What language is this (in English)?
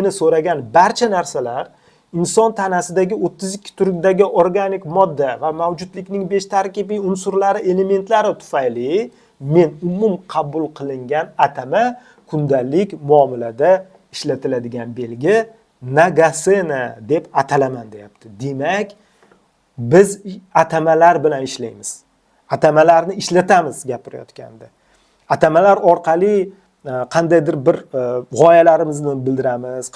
Uzbek